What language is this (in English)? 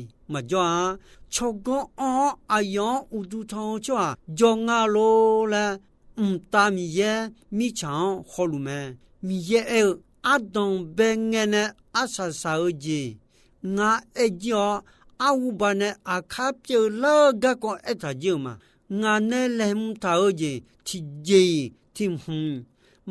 Akha